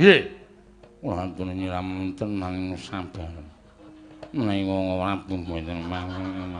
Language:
Javanese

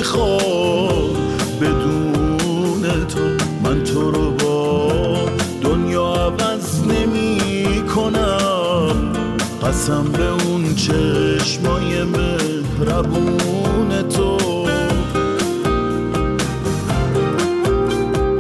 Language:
Persian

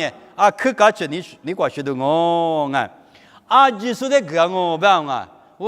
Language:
Lisu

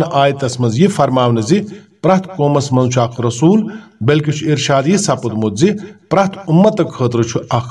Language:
Kashmiri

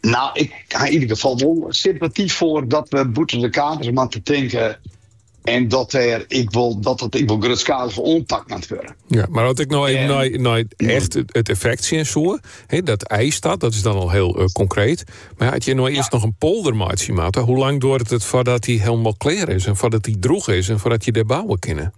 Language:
Western Frisian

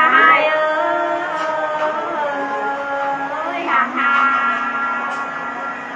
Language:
Nung (Viet Nam)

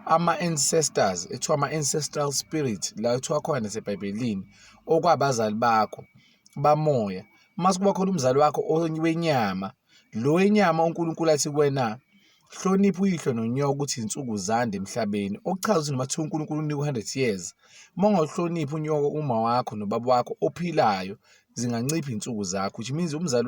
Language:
Zulu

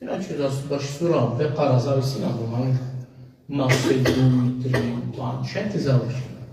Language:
Balkan Romani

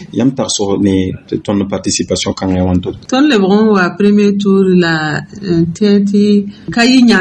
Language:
Mossi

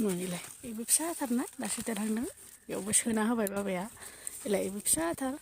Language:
Bodo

